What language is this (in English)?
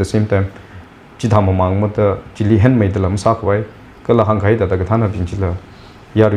Tangkhul Naga (India)